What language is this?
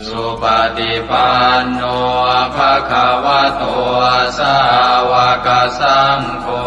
Pali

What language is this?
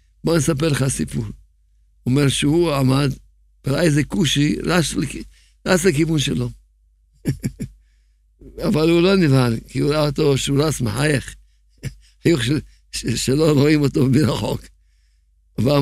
Hebrew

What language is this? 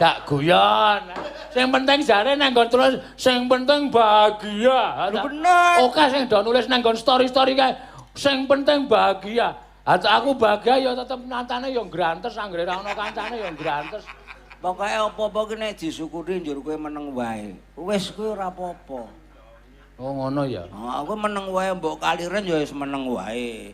Javanese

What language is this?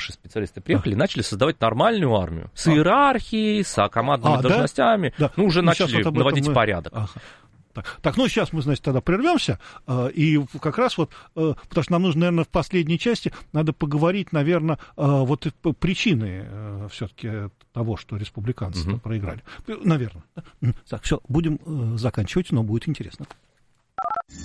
Russian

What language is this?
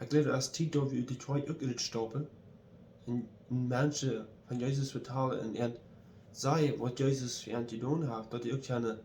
Plautdietsch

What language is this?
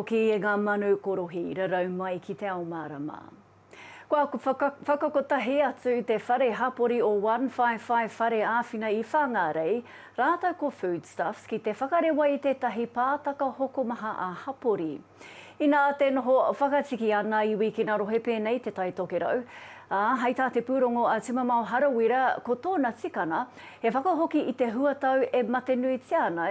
Māori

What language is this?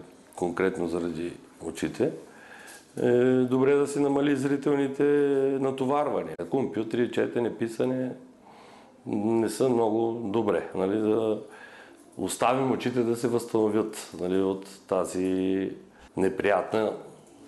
Bulgarian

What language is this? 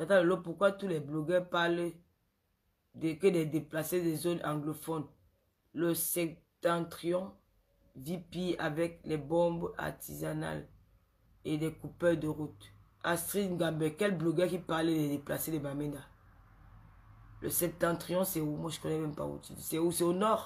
French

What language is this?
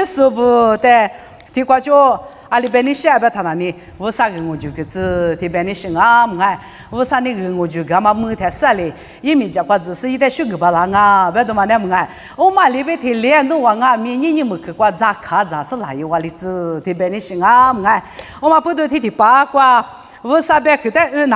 Lisu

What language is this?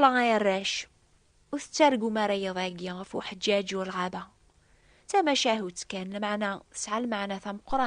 Kabyle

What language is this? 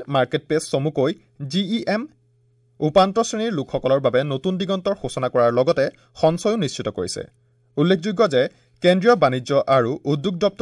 Assamese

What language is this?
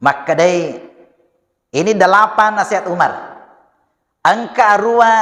Buginese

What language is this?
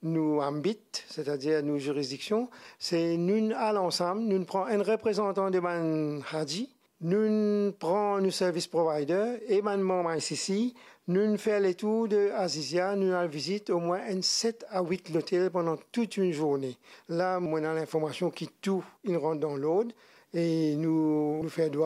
Morisyen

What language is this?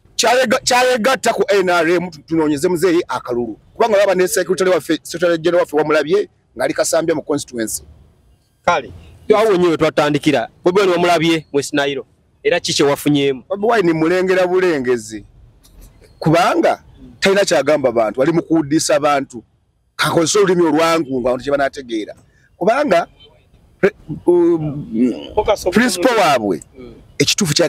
Ganda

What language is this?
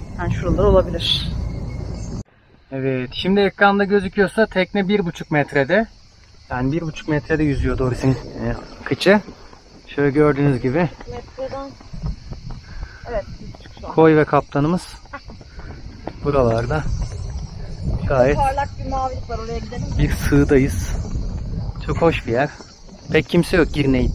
Turkish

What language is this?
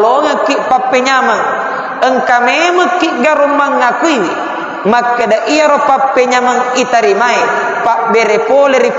Buginese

